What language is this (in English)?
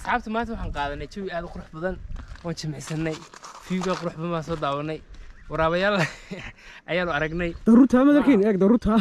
Somali